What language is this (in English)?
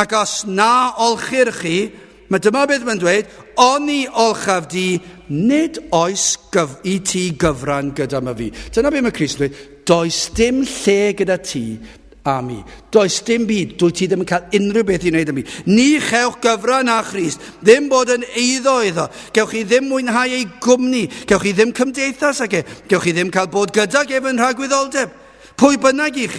Welsh